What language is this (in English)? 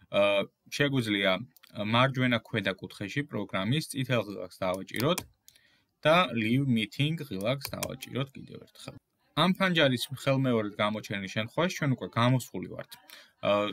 Georgian